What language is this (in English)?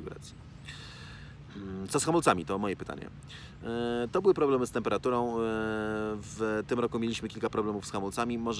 Polish